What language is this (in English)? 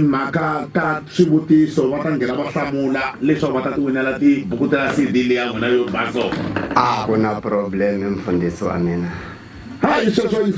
Tsonga